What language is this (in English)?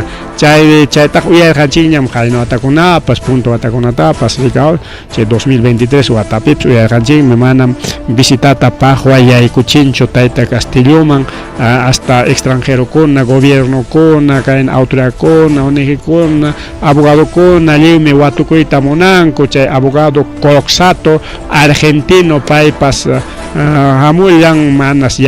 Ayacucho Quechua